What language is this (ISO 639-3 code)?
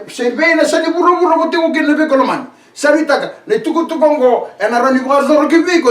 fij